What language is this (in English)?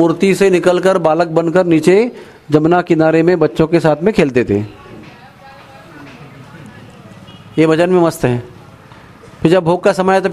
Hindi